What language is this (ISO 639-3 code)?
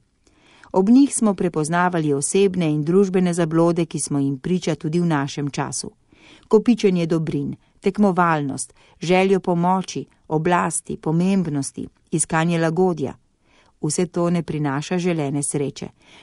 slv